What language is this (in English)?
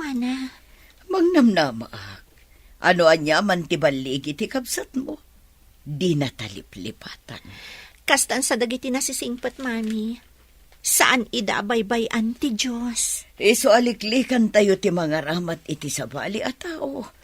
Iloko